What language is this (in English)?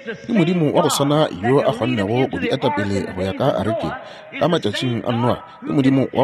Northern Sotho